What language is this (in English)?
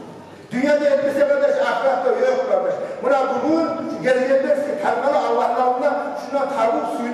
Kumyk